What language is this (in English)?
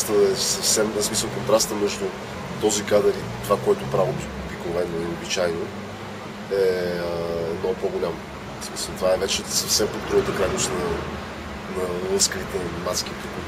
Bulgarian